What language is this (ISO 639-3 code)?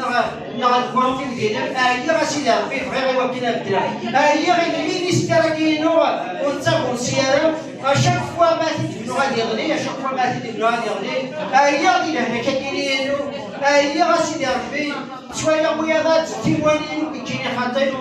kab